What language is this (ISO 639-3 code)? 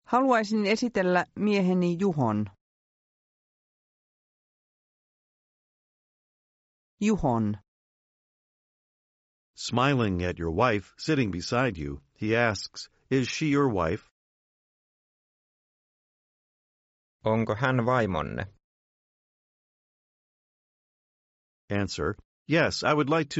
fin